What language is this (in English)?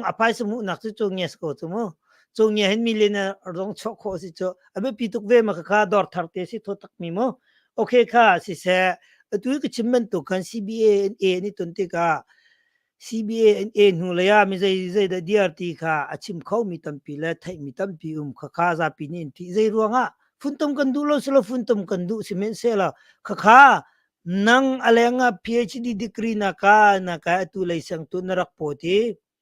Hakha Chin